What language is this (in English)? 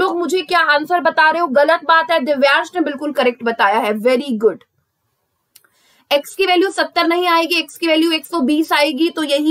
Hindi